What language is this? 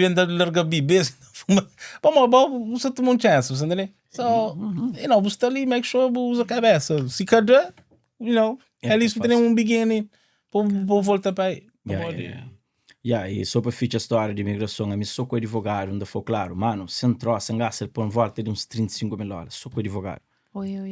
Kabuverdianu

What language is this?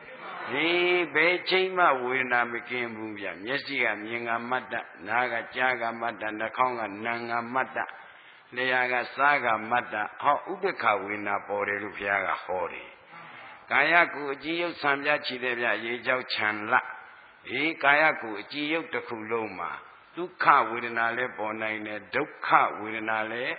Burmese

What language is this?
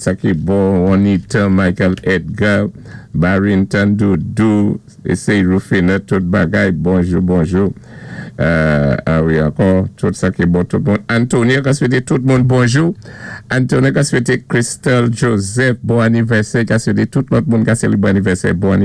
Saint Lucian Creole French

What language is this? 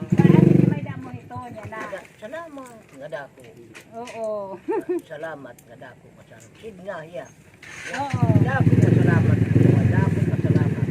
Waray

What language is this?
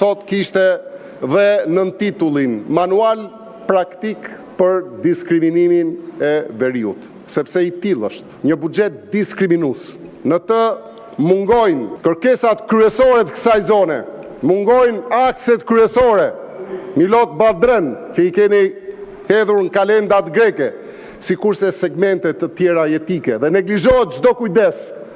Albanian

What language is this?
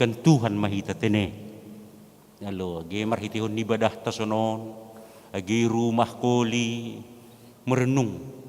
Batak Simalungun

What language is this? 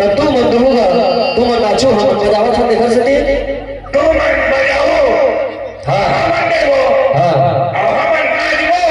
Chhattisgarhi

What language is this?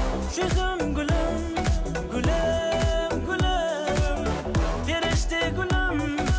Kara-Kalpak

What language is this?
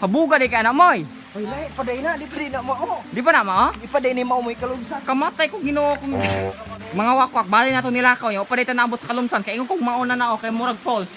Cebuano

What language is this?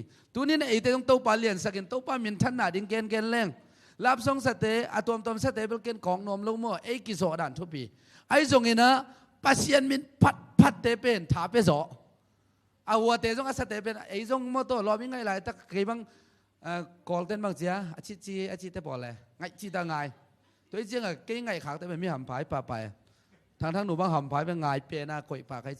Tedim Chin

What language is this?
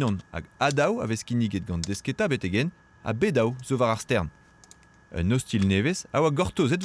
Breton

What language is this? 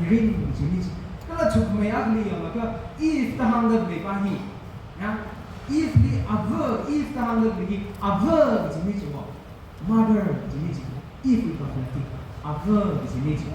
Tangkhul Naga (India)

